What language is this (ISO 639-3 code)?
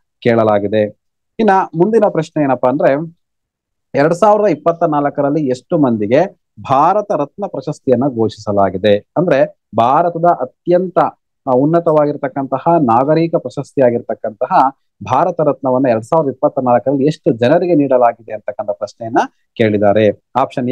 kan